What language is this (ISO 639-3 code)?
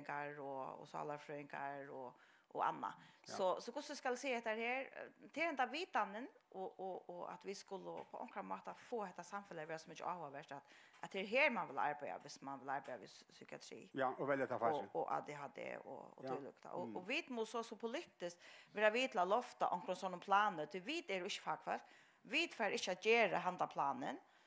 fao